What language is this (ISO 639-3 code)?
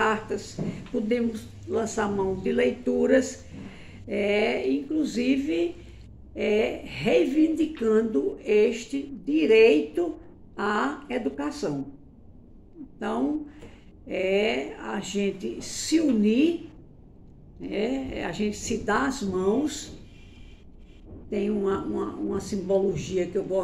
por